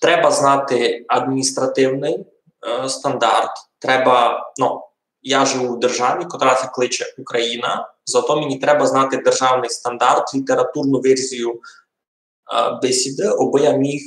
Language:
Rusyn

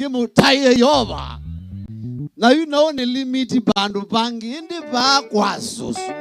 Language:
Kamba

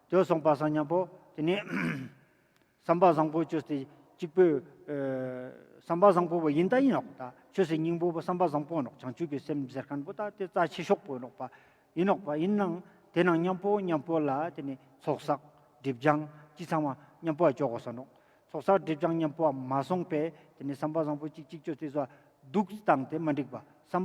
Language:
Ladakhi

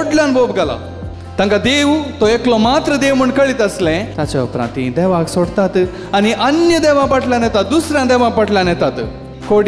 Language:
Konkani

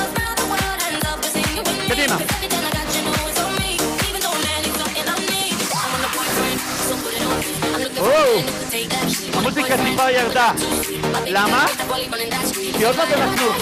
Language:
Hebrew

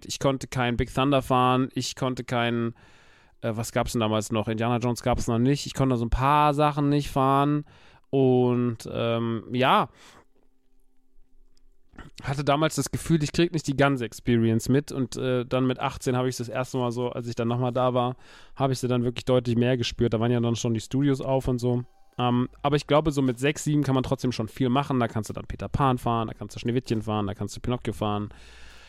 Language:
German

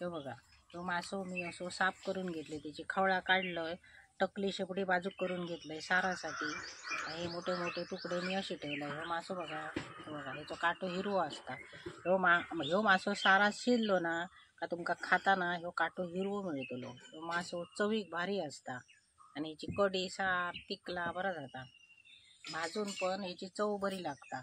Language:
Konkani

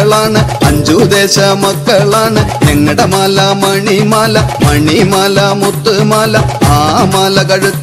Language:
Malayalam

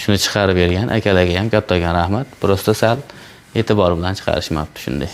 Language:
Uzbek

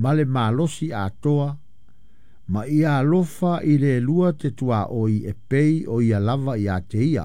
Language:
Samoan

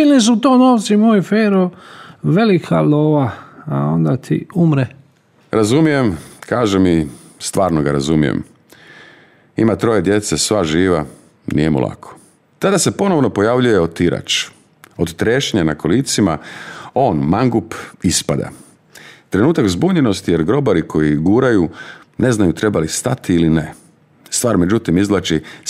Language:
Croatian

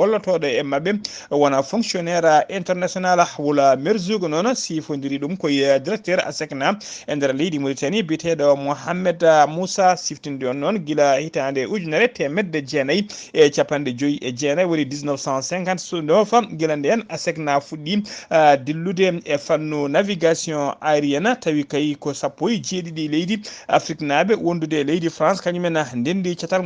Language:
Fula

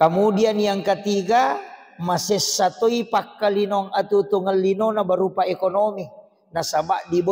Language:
Buginese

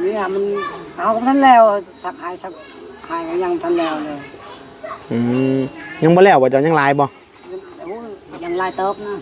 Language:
Northeastern Thai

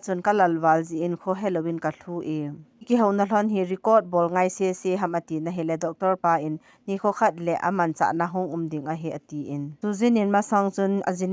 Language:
Thado Chin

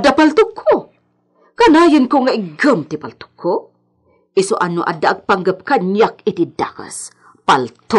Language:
Iloko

